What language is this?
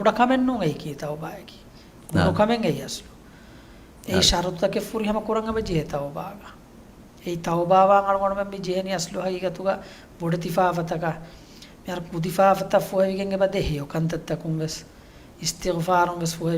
Divehi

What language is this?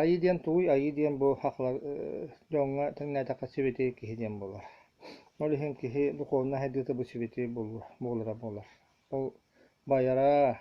Yakut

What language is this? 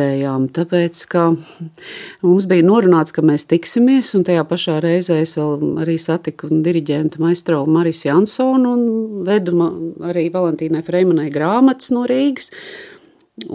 Latvian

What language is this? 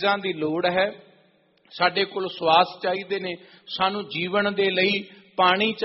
Punjabi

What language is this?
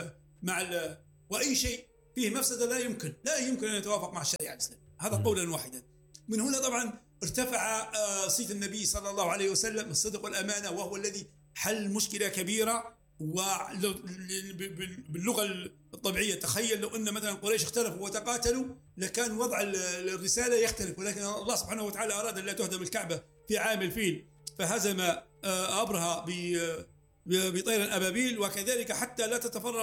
Arabic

